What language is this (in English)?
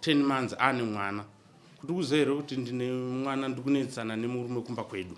Shona